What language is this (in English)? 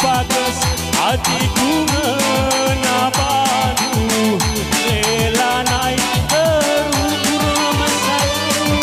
Batak Karo